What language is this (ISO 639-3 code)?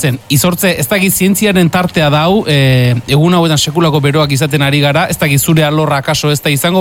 eus